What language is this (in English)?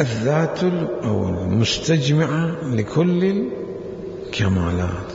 Mesopotamian Arabic